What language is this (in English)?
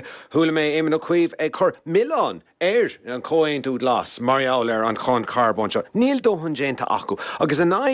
Irish